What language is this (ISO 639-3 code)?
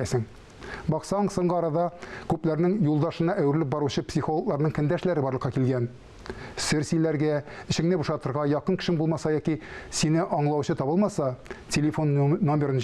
tat